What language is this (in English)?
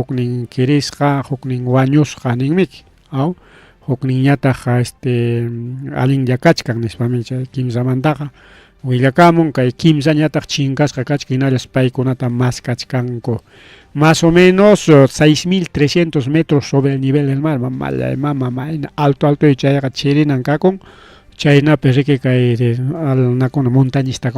Ayacucho Quechua